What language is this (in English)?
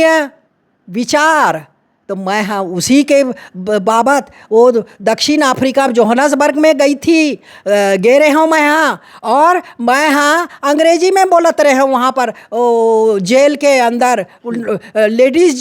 Chhattisgarhi